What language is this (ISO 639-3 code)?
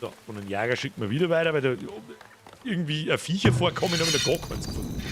bar